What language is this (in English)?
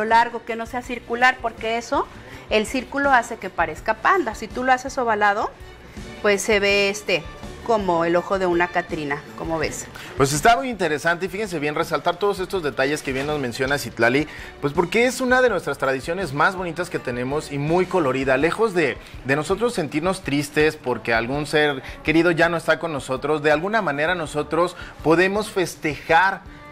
Spanish